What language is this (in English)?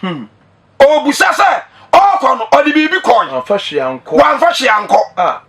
Akan